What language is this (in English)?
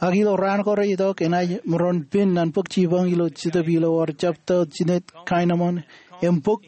Marshallese